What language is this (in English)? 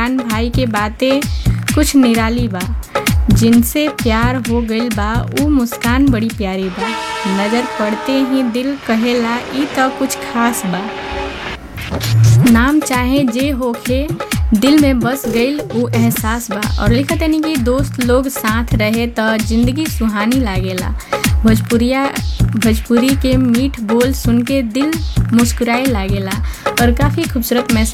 Bhojpuri